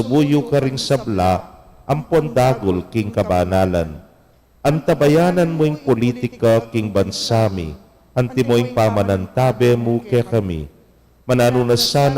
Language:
Pampanga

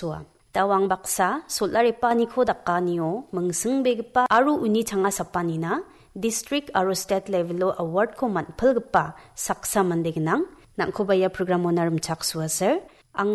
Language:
Garo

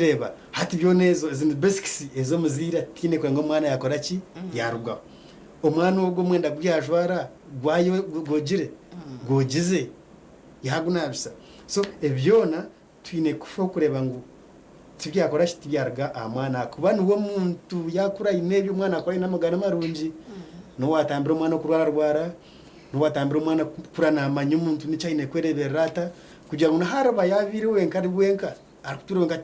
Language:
Nyankole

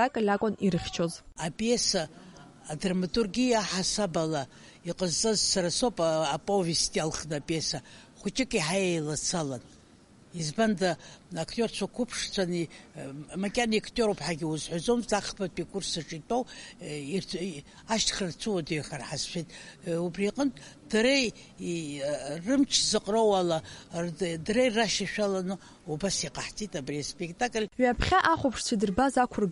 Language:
Abkhazian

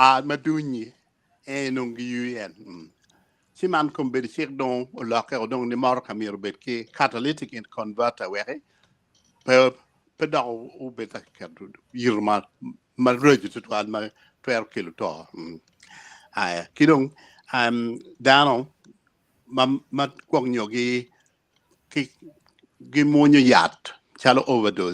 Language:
Acoli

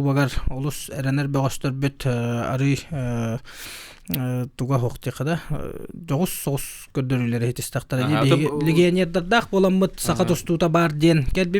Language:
Yakut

